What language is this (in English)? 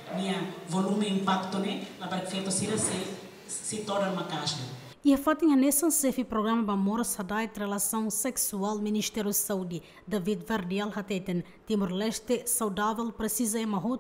Tetum